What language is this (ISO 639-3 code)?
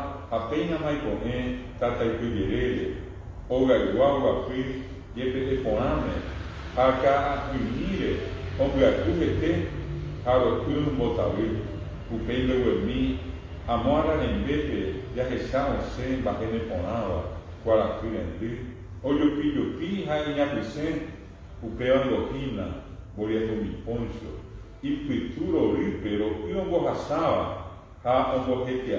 grn